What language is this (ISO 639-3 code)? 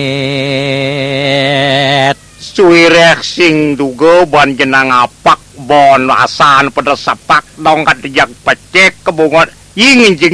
ban